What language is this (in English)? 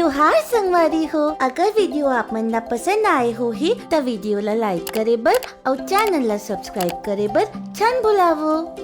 Chhattisgarhi